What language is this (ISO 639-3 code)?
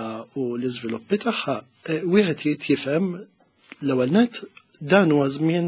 mlt